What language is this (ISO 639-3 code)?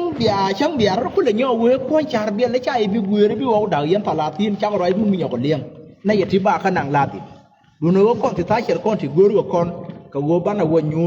nus